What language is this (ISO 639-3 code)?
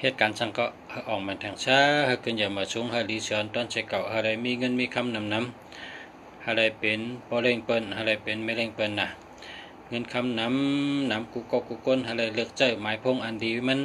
shn